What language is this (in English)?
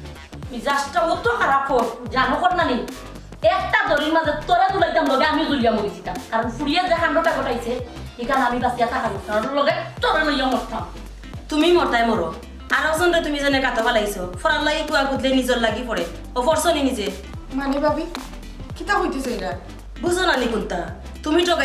Sylheti